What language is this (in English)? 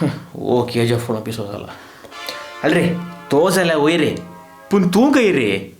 Konkani